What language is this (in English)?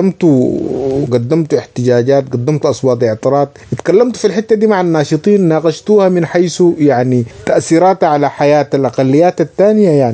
Sudanese Arabic